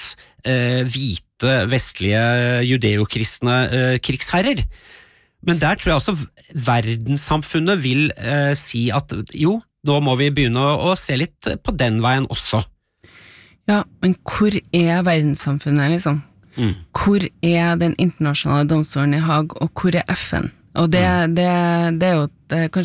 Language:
Norwegian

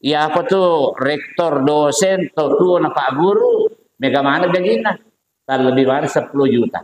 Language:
Buginese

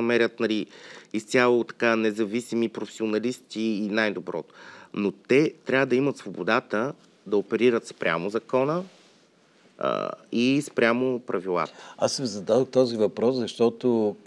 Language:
Bulgarian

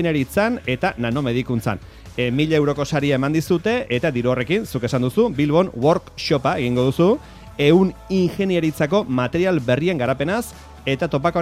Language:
Basque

